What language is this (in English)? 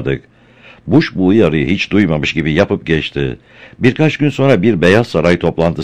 Turkish